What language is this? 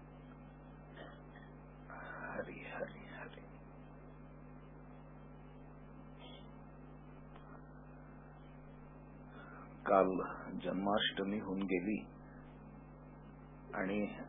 Marathi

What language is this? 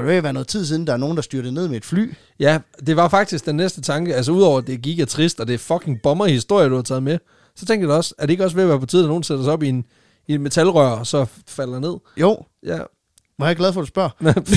Danish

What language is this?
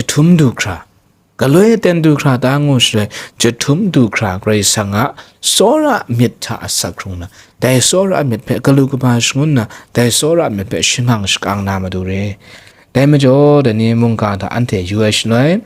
Kachin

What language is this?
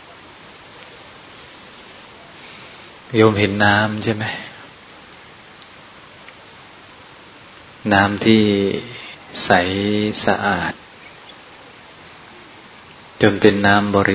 Thai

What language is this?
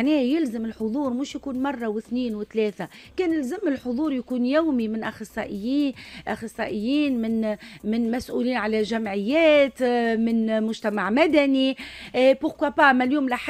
Tunisian Arabic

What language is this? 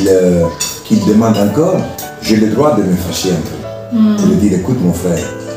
French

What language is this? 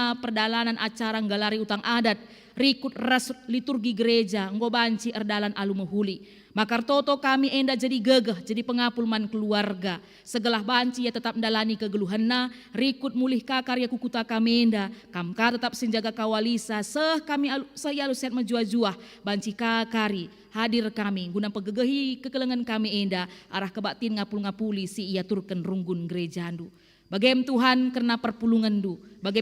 Batak Karo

